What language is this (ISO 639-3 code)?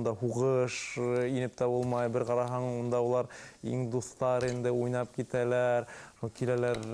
bak